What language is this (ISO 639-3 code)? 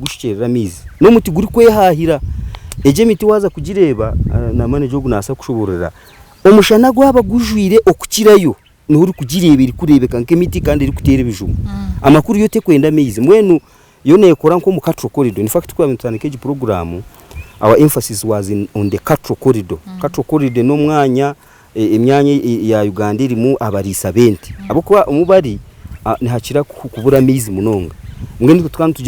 nyn